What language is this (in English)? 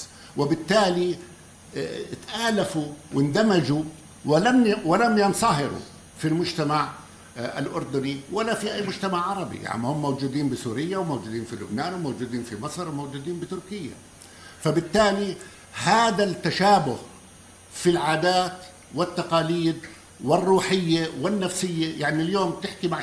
North Levantine Arabic